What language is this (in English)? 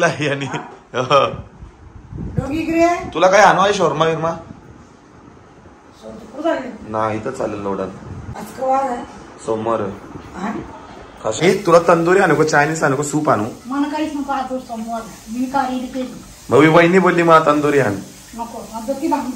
Marathi